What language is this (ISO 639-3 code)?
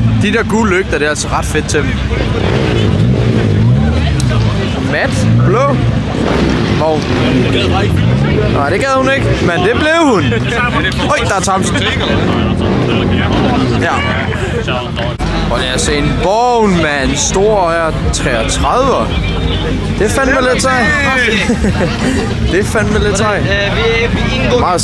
dan